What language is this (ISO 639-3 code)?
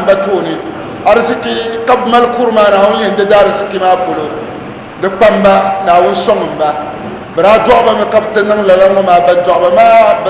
dag